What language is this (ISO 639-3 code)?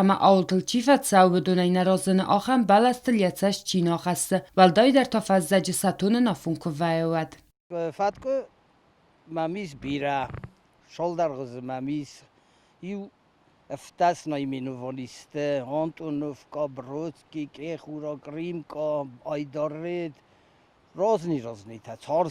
oss